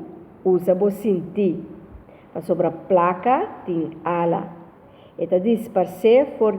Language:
Papiamento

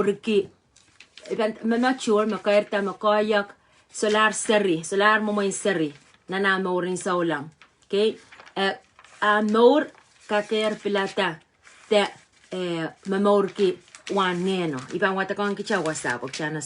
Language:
Pohnpeian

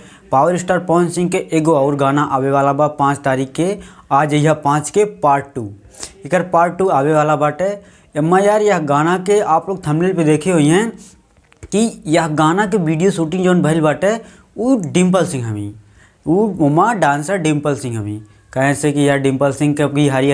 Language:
Bhojpuri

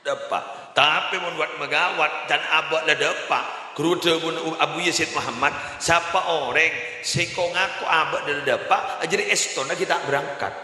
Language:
Madurese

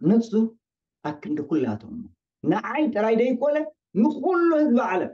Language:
Tigrinya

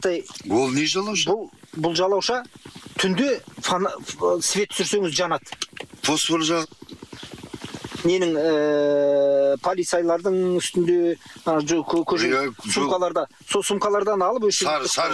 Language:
Kazakh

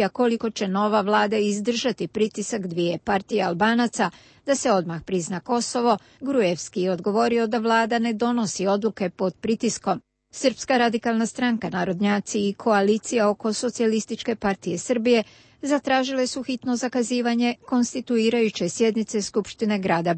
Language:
Croatian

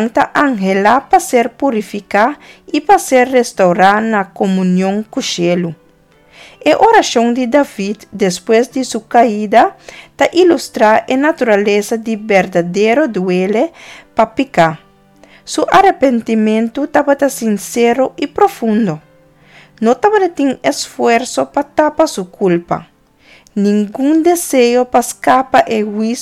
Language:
Papiamento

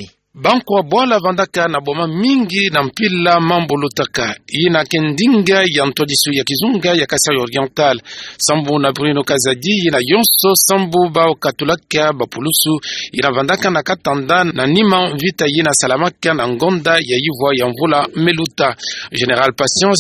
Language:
Kituba (Democratic Republic of Congo)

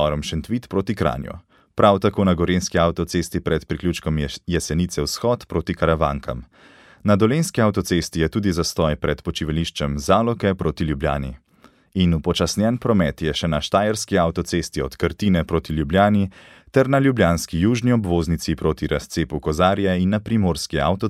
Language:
Slovenian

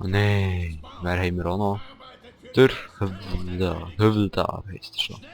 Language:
Swiss German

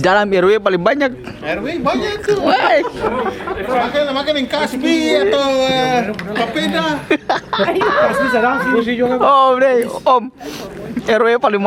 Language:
Ambonese Malay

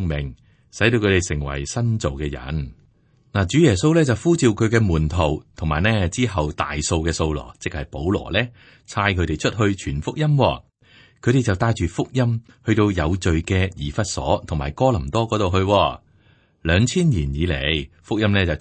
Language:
Cantonese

